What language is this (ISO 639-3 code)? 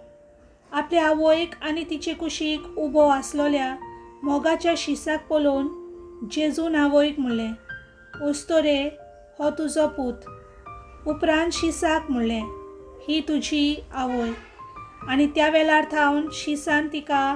kok